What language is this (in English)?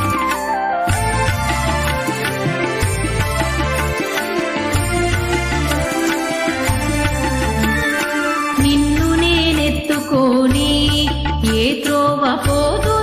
Telugu